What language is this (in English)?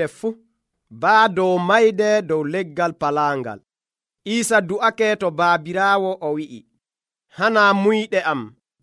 Nigerian Fulfulde